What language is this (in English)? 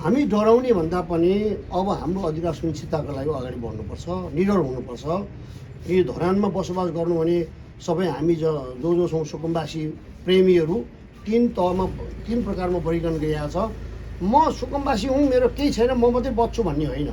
Nepali